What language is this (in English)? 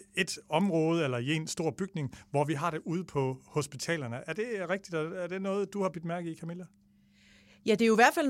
Danish